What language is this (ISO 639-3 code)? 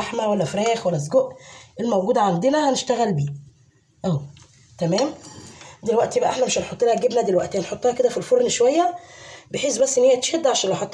arz